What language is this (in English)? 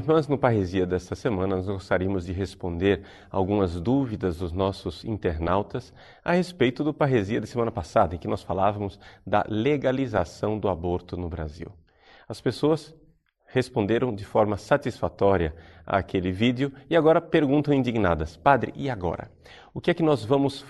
Portuguese